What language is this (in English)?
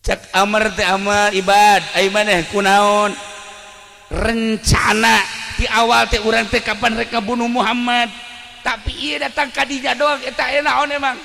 Sundanese